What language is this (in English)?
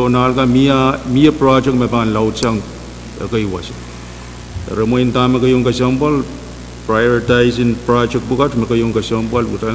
Pohnpeian